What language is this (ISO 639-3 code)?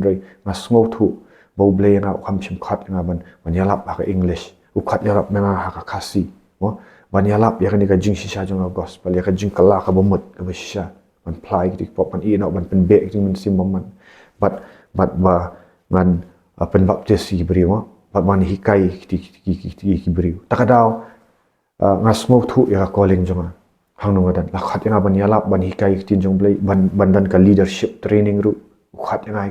kha